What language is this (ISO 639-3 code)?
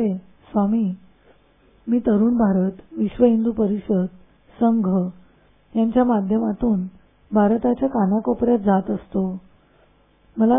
mar